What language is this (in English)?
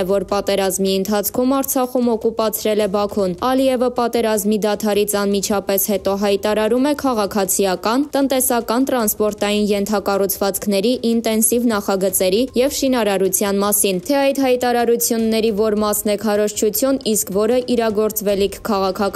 Armenian